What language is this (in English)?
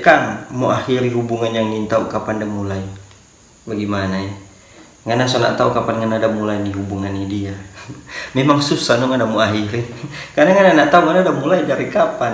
Manado Malay